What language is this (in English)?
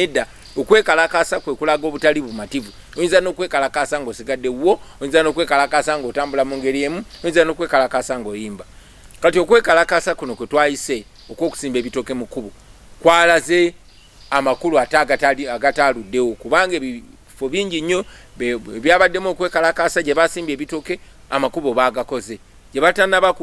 Ganda